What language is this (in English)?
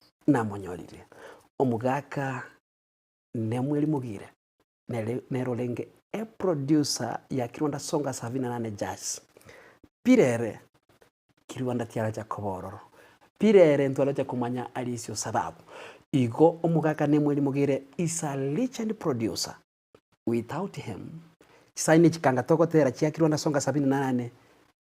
Gusii